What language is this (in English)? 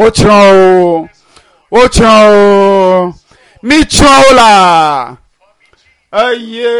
Ewe